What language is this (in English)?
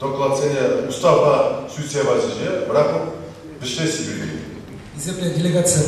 Chuvash